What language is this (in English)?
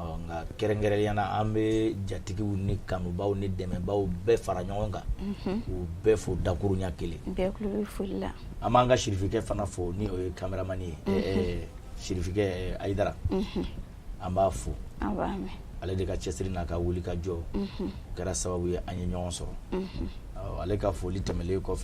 Bambara